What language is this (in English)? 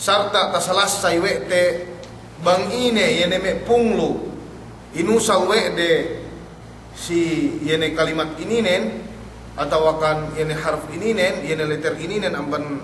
Yakan